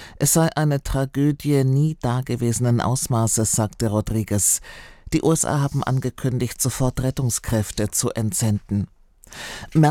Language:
German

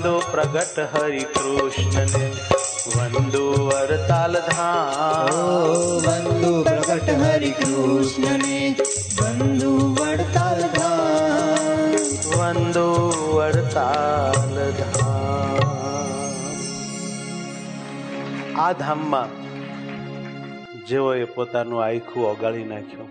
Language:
Gujarati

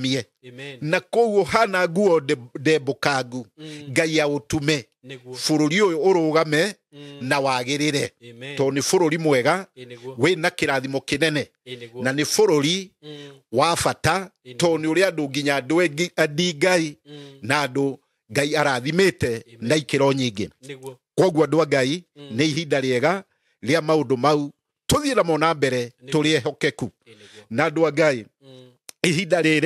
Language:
Kikuyu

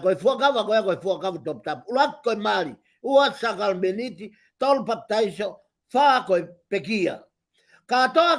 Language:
Tongan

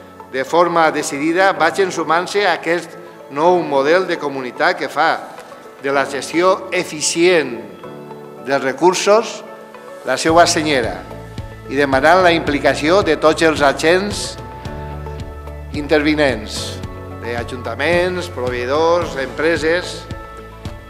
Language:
Catalan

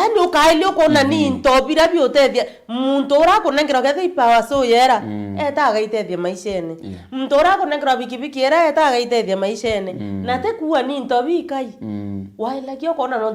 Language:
Meru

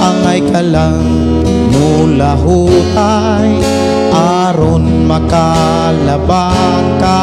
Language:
Cebuano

